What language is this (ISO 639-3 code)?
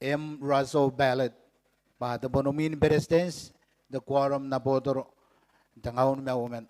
gil